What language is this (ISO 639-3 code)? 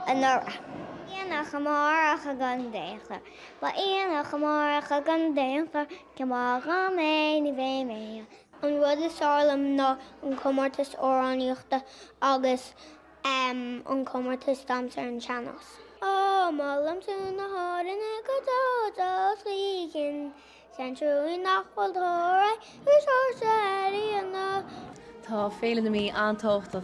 gle